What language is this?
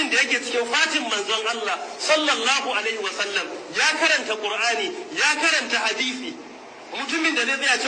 Hausa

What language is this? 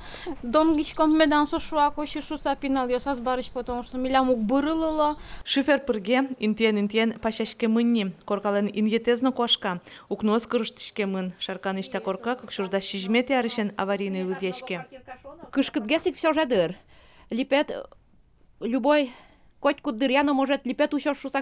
Udmurt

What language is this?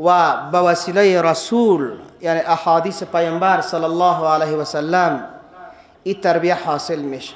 Persian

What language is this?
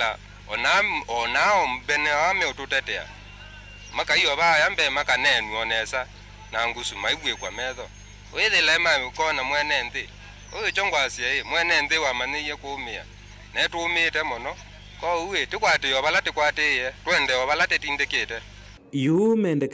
Kamba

